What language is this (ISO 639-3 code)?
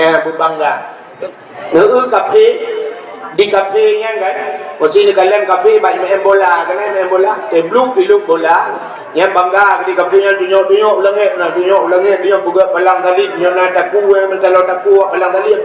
ace